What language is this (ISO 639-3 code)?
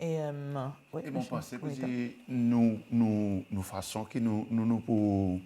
crs